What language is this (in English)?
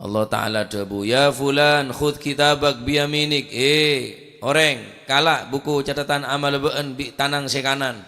Madurese